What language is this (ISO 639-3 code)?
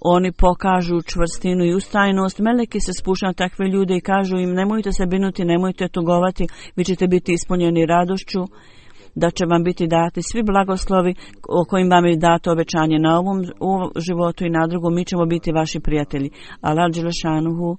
bos